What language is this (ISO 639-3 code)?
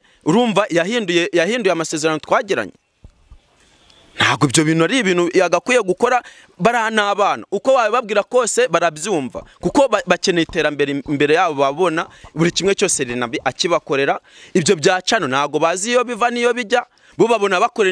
kin